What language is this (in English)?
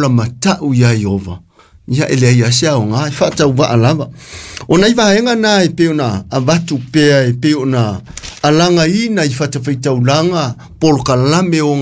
Samoan